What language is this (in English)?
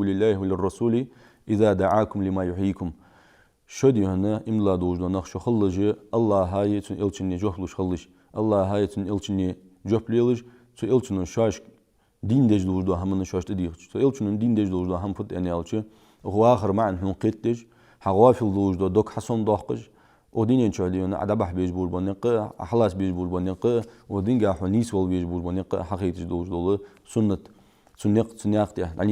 Ingush